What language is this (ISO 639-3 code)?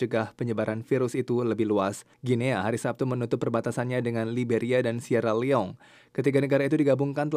ind